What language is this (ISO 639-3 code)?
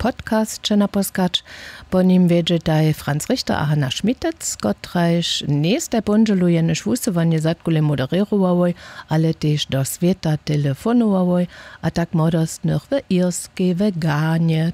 hsb